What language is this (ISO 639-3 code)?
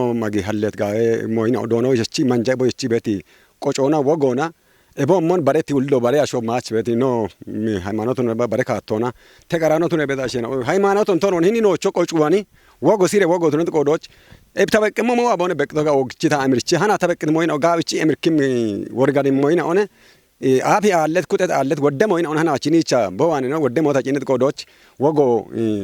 kbr